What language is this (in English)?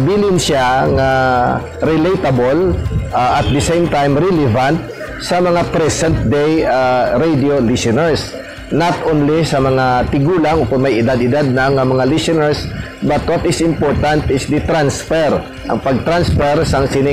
Hiligaynon